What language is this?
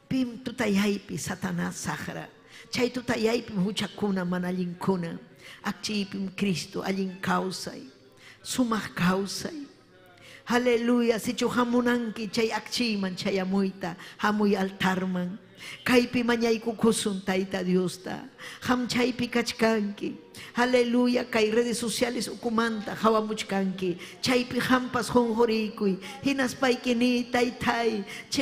Ayacucho Quechua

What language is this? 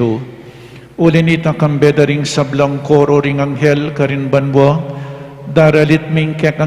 Pampanga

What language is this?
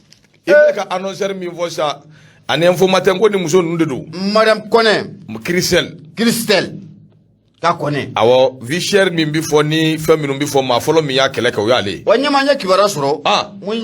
Bambara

